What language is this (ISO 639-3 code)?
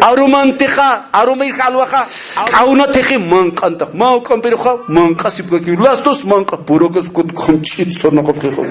aym